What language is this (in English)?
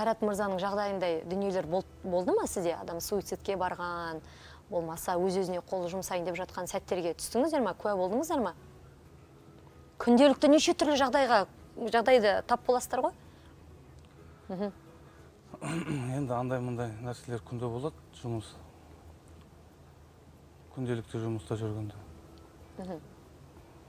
Kazakh